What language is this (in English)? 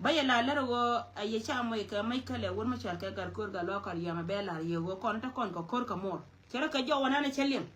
Nuer